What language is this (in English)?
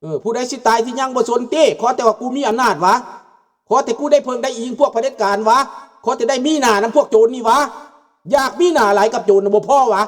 Lao